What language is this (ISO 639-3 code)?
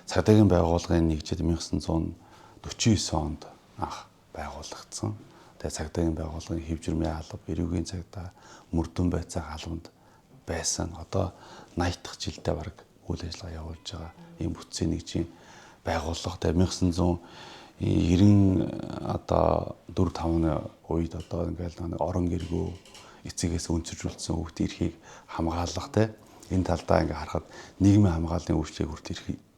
mon